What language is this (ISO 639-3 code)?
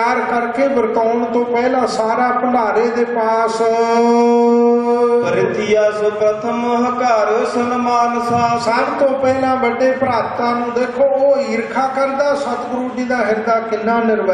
pan